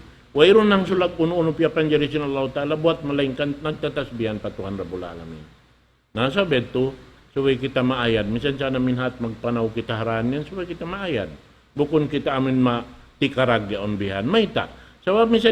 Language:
Tausug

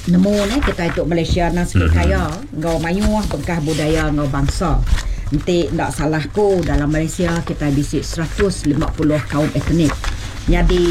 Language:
Iban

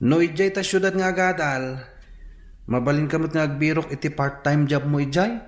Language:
Iloko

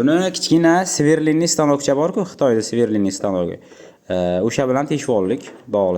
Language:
Uzbek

